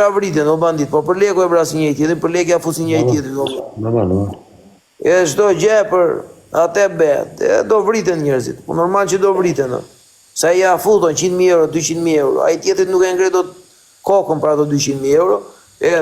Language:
Albanian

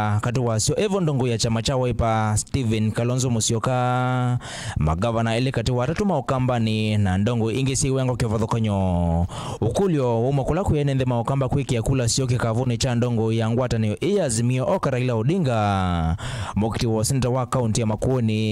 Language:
Kamba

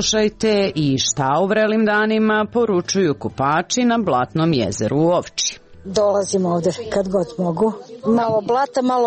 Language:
Serbian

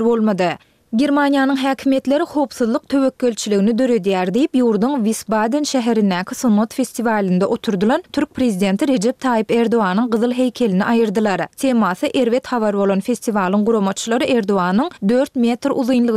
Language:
Turkmen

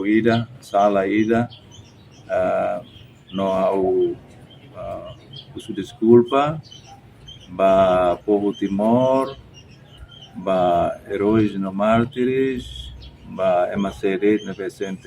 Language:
Tetum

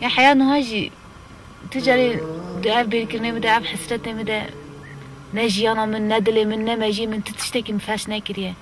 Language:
Kurdish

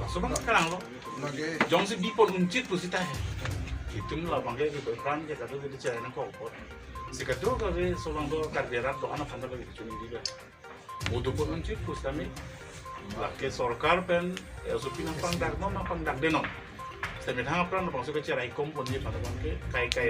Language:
Karbi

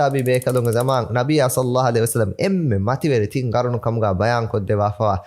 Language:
Divehi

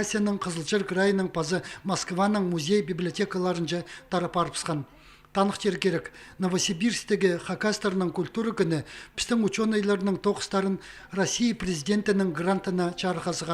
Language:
Khakas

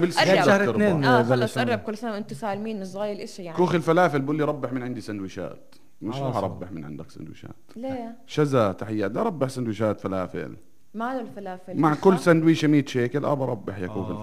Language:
North Levantine Arabic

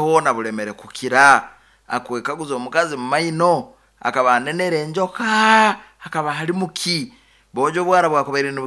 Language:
Nyoro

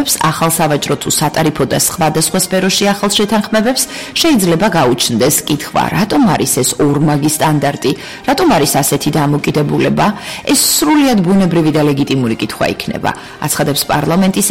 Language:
Georgian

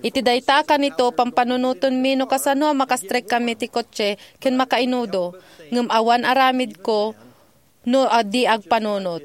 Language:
Iloko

